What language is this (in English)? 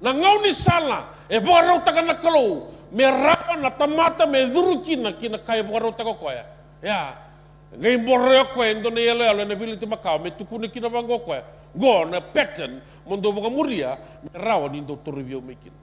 Fijian